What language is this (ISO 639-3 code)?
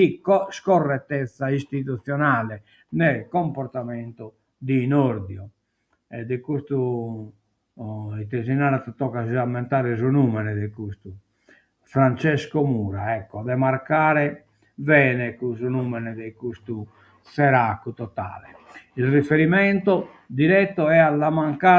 srd